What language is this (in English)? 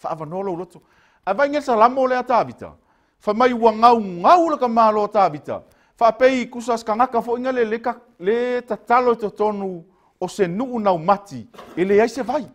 Samoan